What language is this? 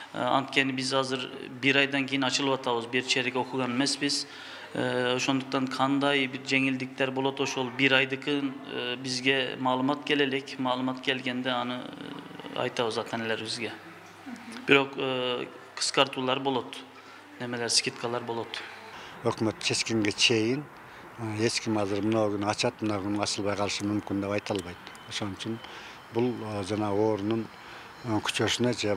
Kyrgyz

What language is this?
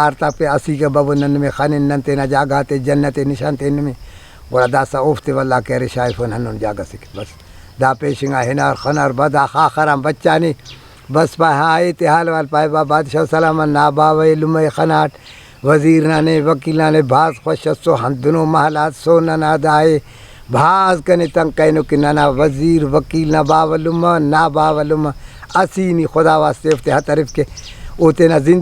Brahui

